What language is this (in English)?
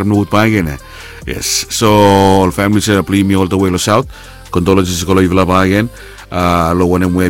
Bislama